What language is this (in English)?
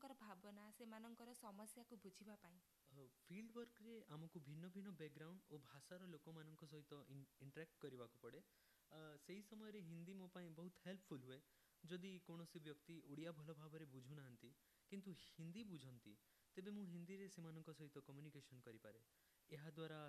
Odia